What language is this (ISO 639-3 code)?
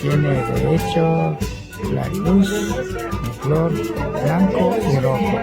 qvi